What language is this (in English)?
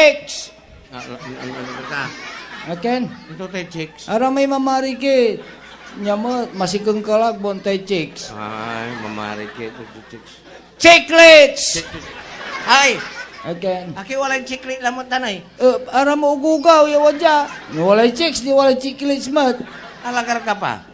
Pangasinan